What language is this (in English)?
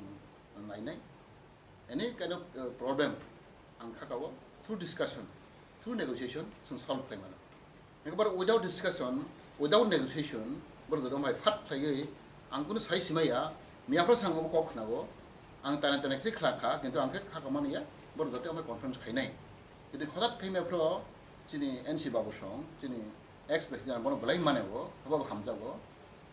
Kok Borok